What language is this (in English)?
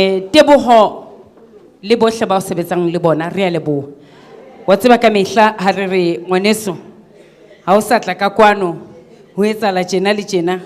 Southern Sotho